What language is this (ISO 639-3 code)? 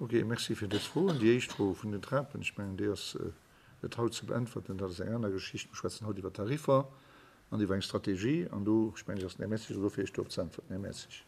ltz